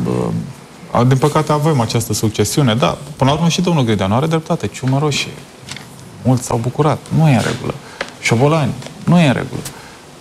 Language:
Romanian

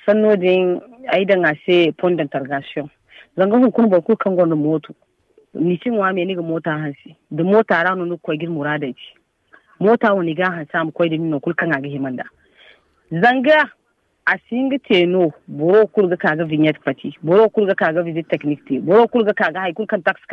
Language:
Zarma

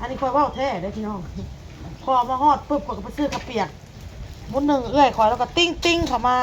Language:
Northeastern Thai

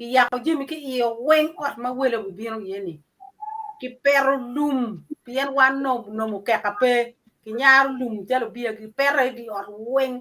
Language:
Acoli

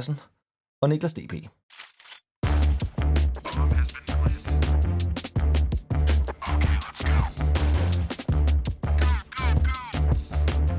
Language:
Danish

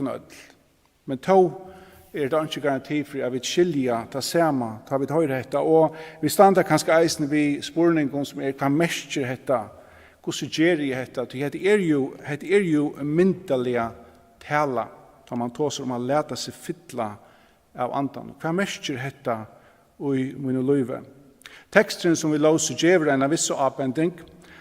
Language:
Faroese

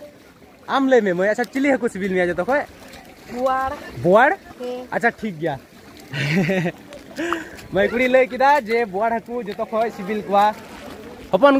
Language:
Santali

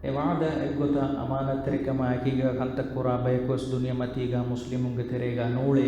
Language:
Divehi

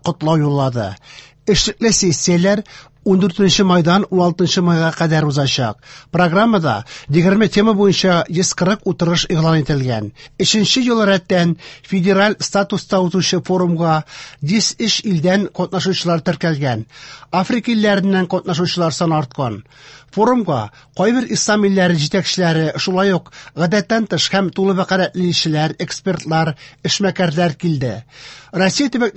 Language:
Tatar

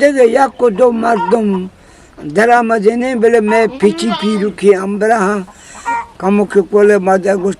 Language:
Eastern Balochi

